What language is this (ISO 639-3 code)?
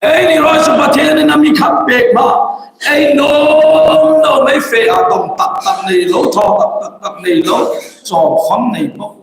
hmr